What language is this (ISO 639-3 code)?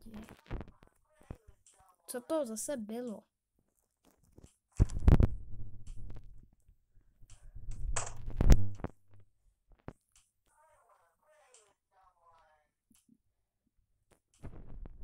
ces